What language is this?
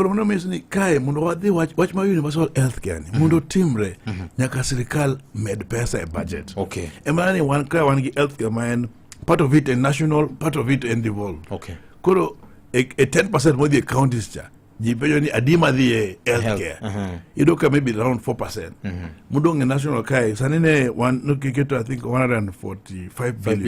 Luo (Kenya and Tanzania)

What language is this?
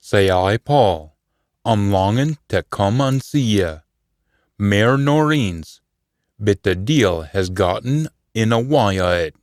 Scots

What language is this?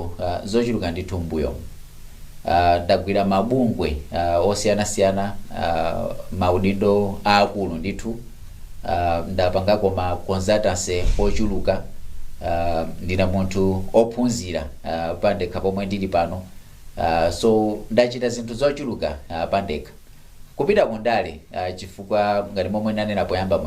Nyanja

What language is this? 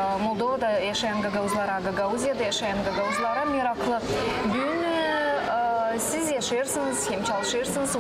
Gagauz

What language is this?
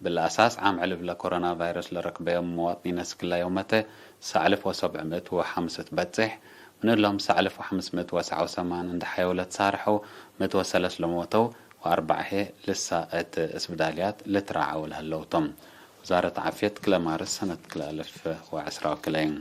Tigre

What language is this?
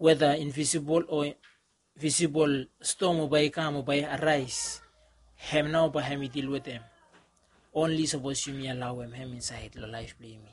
Bislama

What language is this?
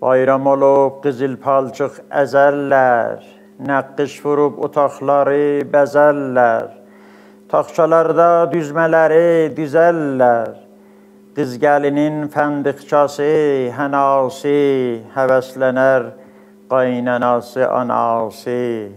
South Azerbaijani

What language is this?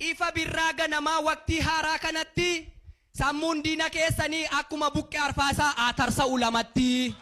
Oromo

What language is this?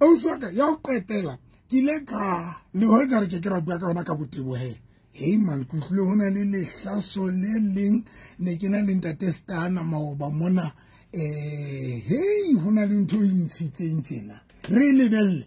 Southern Sotho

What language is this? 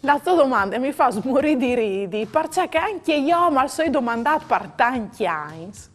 Friulian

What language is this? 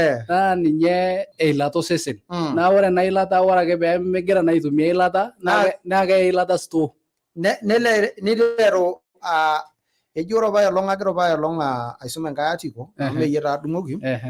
Masai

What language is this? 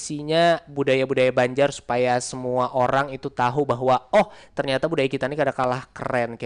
Banjar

